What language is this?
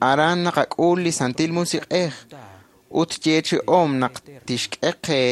Kekchí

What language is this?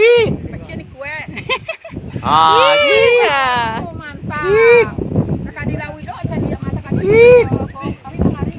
Minangkabau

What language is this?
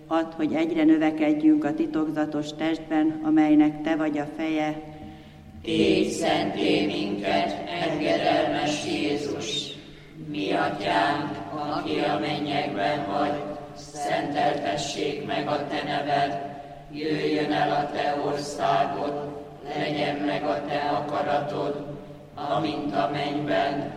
Hungarian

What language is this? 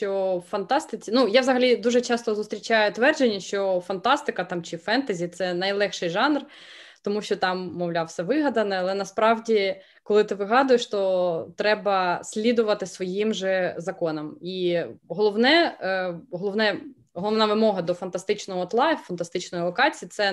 Ukrainian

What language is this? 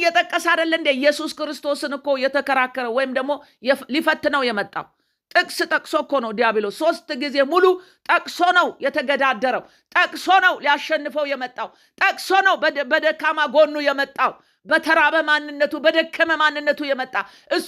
Amharic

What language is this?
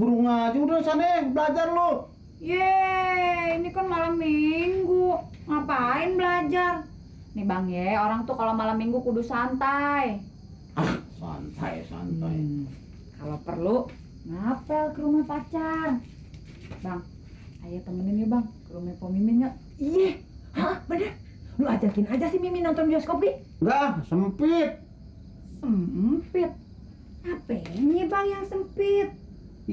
Betawi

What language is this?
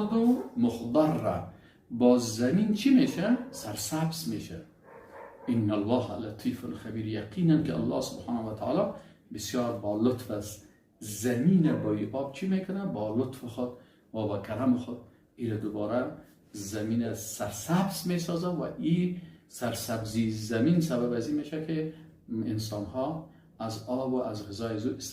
Persian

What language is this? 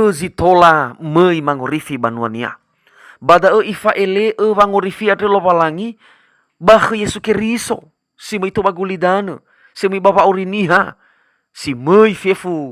Nias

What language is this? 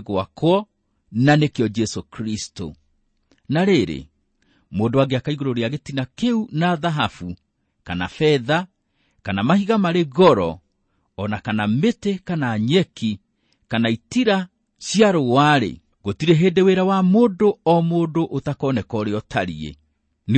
Kikuyu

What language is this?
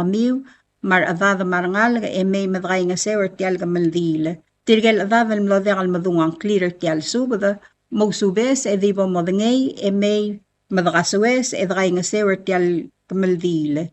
Palauan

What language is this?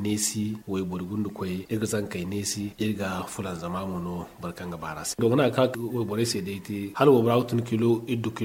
Zarma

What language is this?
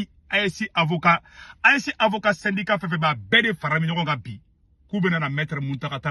Bambara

